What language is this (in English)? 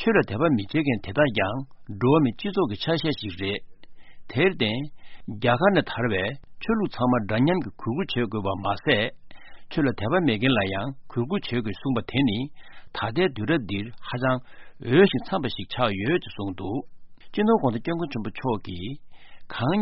Tibetan